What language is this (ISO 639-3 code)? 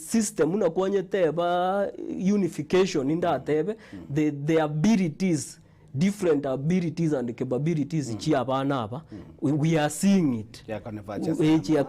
guz